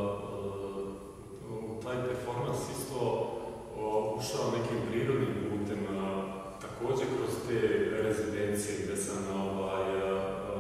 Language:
Serbian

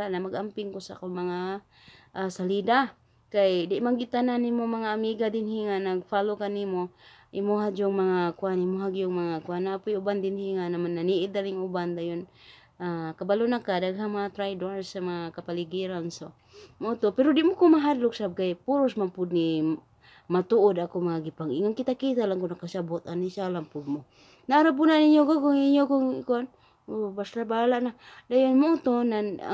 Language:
Cebuano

